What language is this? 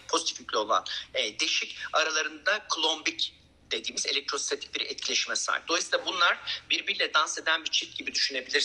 Turkish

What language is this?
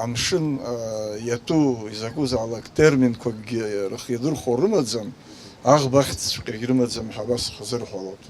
Abkhazian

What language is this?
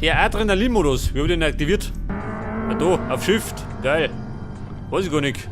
Bavarian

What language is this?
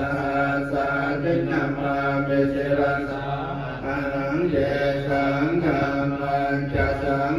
Pali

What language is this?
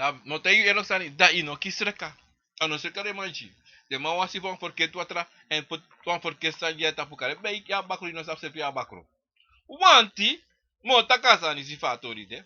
Sranan Tongo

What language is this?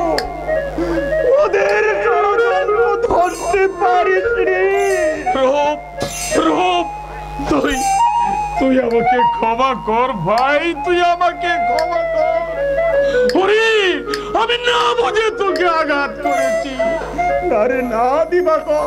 Bangla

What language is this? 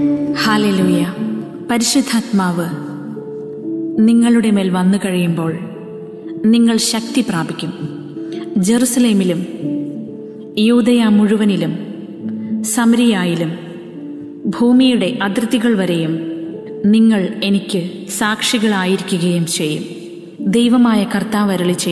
Malayalam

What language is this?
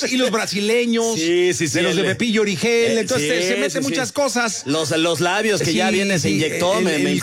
Spanish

